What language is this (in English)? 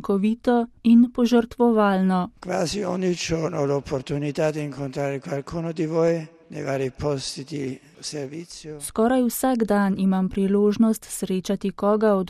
Slovenian